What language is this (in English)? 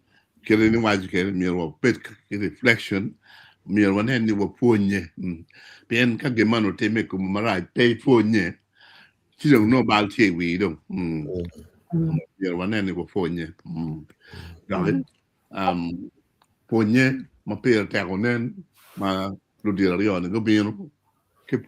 Acoli